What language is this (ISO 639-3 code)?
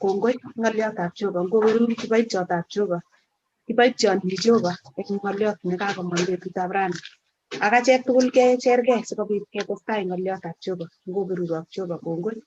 kln